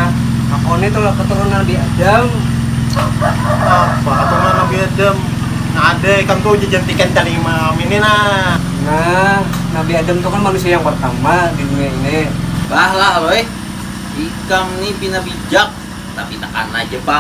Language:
Banjar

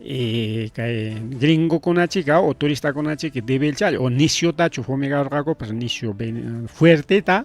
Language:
Ayacucho Quechua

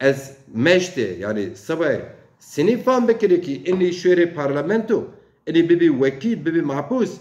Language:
Zaza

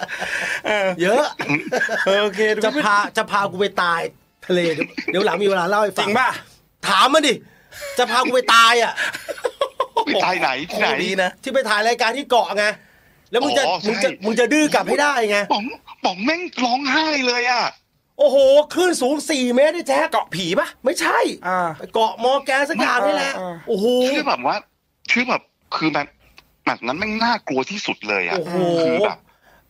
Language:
Thai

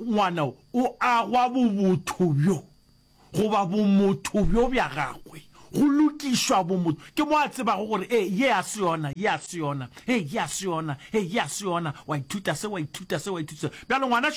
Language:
Northern Sotho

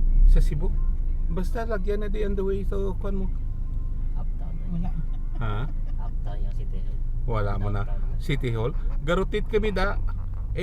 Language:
Hiligaynon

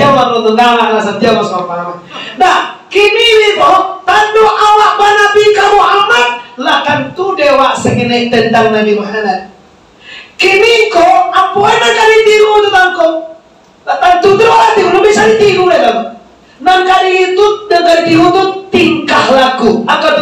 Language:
Minangkabau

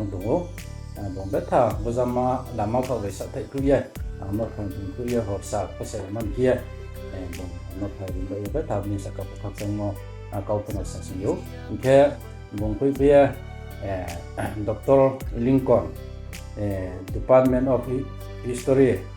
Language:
Riang (India)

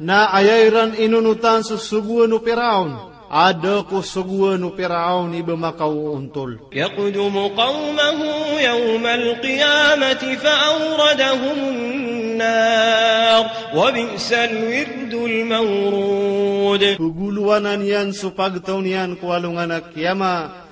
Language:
Maranao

